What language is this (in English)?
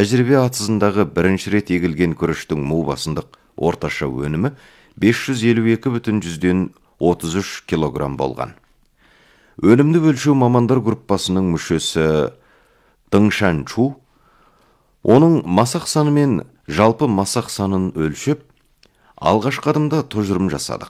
Kazakh